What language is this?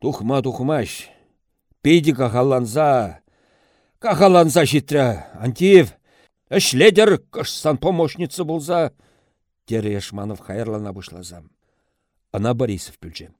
Chuvash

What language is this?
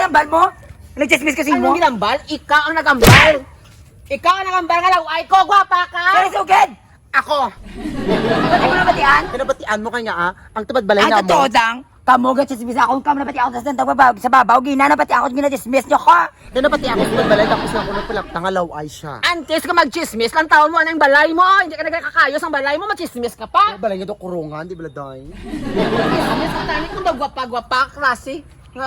Hiligaynon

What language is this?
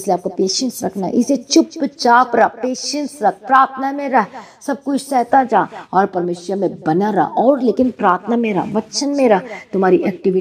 Hindi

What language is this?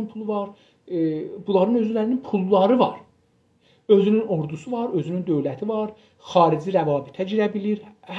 South Azerbaijani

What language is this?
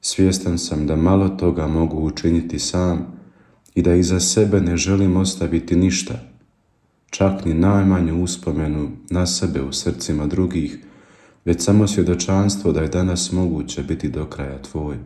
Croatian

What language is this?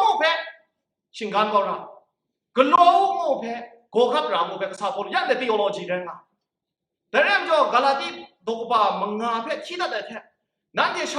Kachin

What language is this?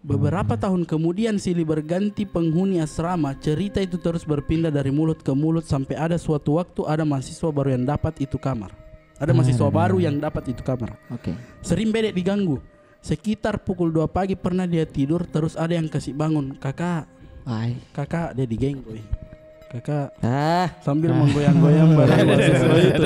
Makassar Malay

